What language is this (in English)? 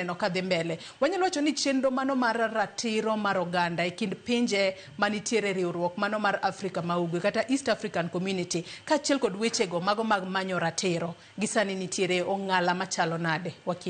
Luo (Kenya and Tanzania)